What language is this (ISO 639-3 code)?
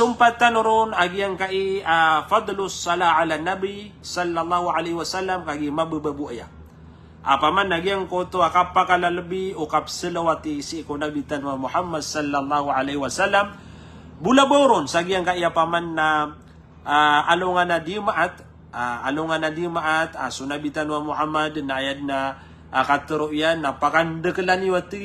mrw